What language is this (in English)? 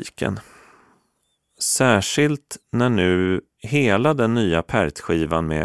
Swedish